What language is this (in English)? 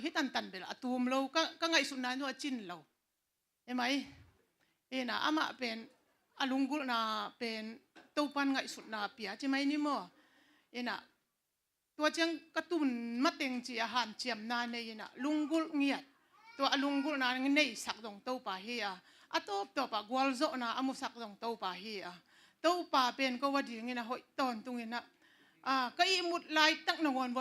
Tedim Chin